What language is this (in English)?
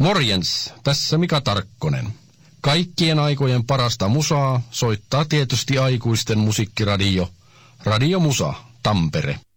Finnish